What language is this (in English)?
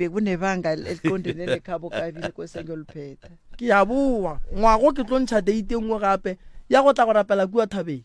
Northern Sotho